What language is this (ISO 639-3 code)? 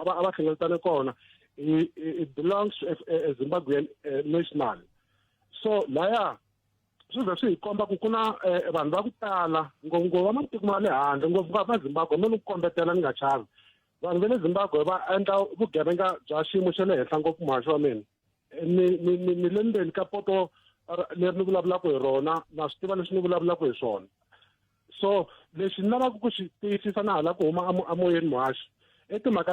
tso